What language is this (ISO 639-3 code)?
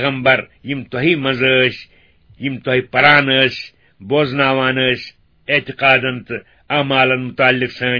kas